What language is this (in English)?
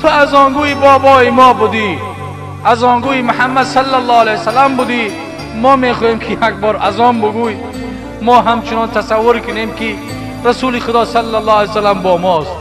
Tajik